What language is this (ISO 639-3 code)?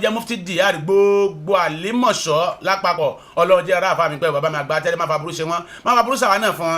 yor